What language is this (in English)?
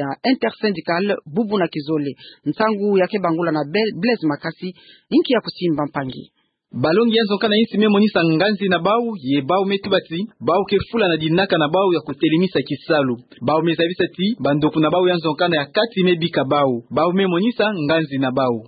Kituba (Democratic Republic of Congo)